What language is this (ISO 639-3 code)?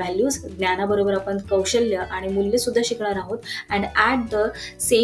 mar